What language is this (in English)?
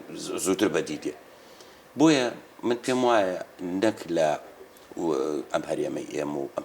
Central Kurdish